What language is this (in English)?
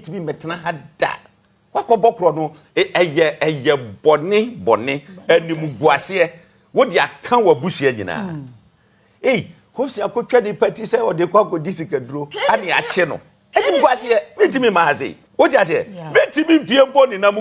Akan